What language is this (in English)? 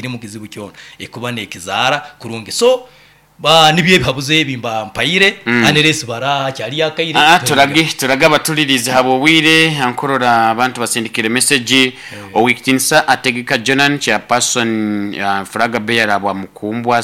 Nyoro